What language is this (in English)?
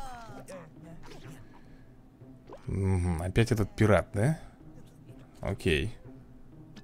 Russian